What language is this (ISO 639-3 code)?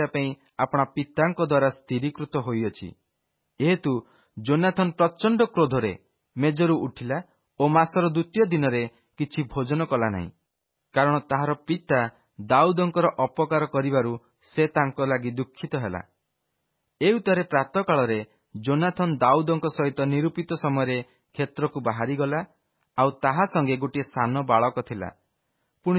ori